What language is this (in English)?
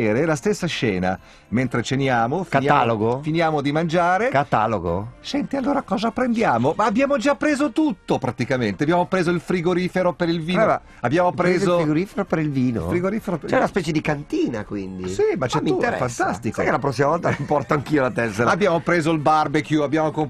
Italian